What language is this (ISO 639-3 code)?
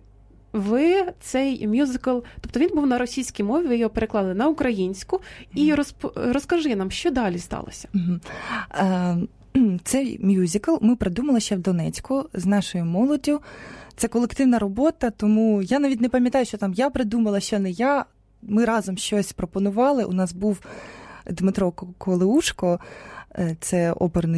ukr